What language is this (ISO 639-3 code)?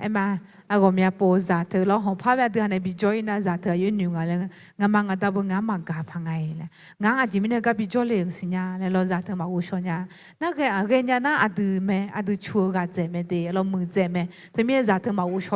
ahk